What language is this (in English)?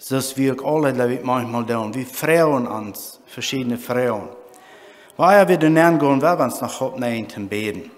Plautdietsch